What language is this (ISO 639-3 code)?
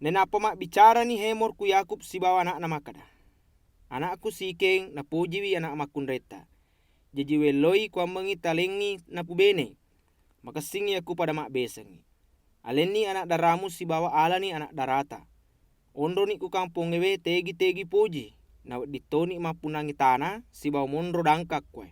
bug